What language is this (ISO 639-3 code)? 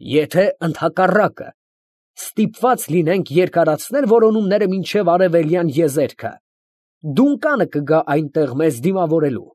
hye